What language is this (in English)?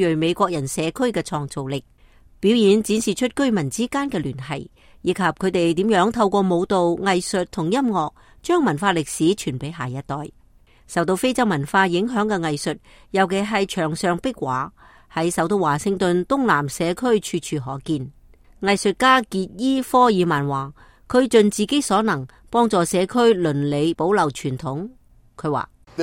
Cantonese